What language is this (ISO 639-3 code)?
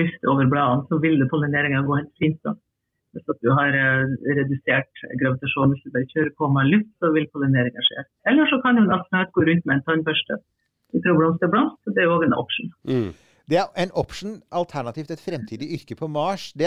nor